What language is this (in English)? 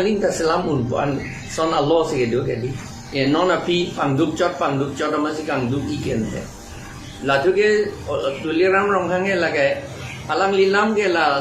Karbi